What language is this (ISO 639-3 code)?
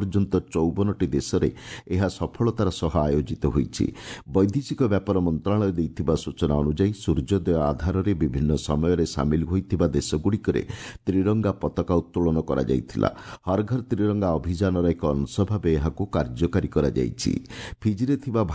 ori